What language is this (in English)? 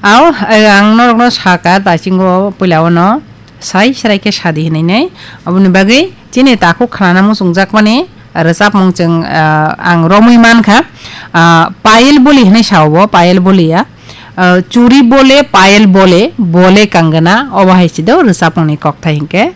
Kok Borok